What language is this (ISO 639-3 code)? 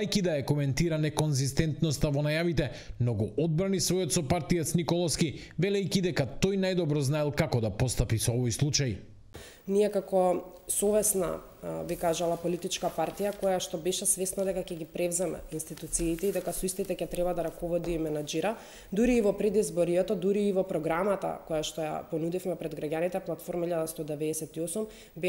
mkd